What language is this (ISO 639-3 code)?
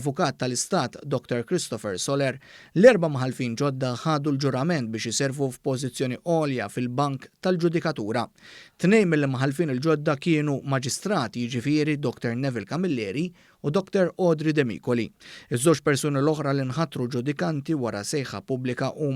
mlt